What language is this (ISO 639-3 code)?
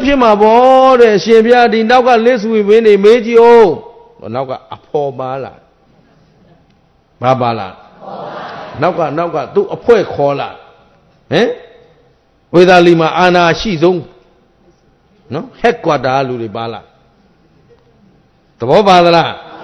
mya